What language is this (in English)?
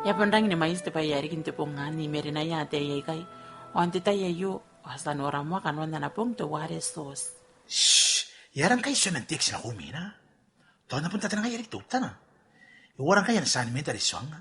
Gilbertese